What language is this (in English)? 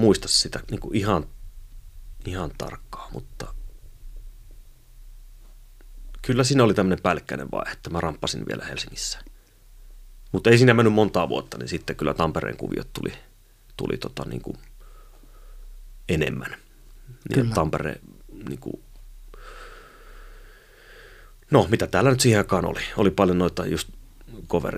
Finnish